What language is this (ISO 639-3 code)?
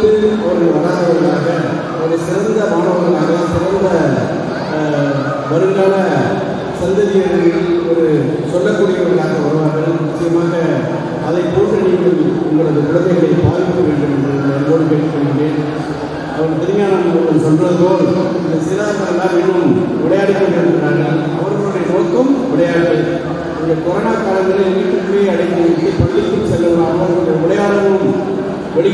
tam